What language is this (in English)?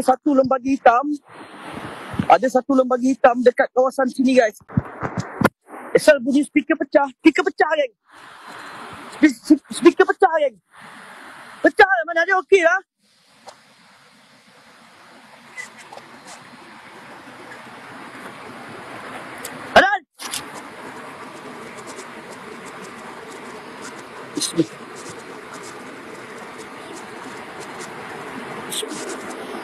Malay